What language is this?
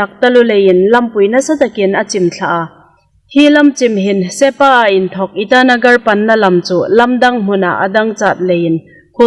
Hmar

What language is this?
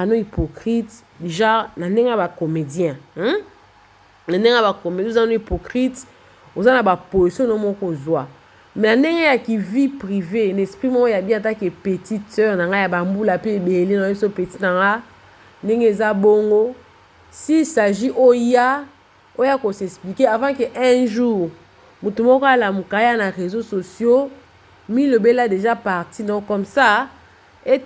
Lingala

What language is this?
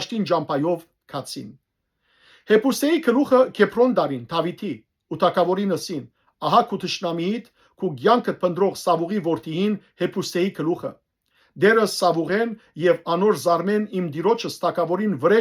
Western Armenian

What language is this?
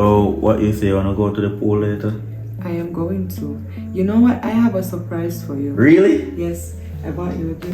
Jamaican Creole English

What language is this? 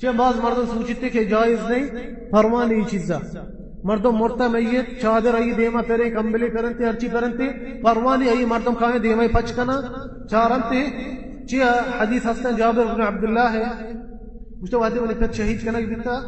Baluchi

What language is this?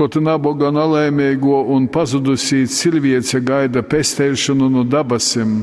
Latgalian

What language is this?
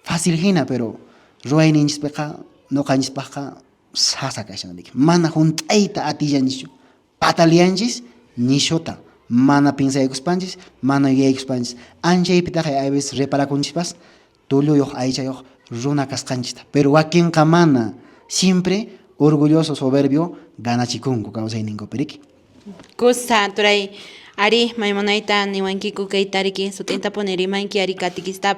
Quechua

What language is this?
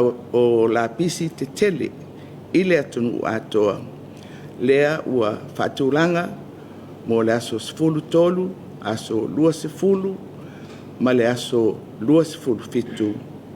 Samoan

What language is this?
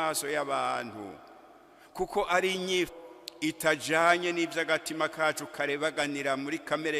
Rundi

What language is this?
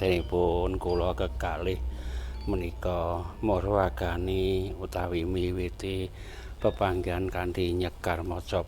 Javanese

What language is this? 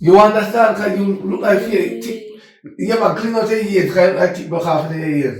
Jamaican Creole English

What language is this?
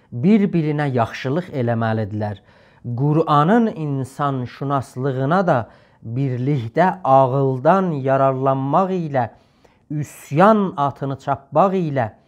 South Azerbaijani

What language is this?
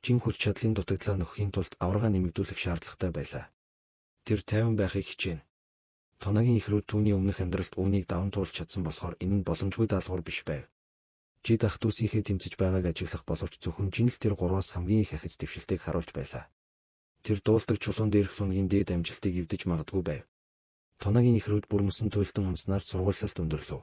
Mongolian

